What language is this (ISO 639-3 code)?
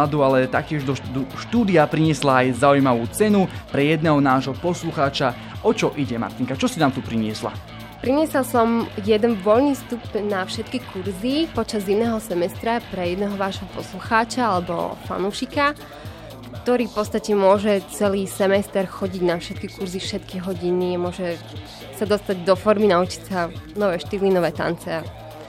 slk